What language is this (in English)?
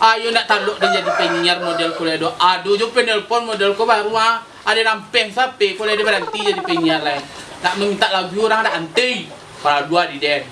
Minangkabau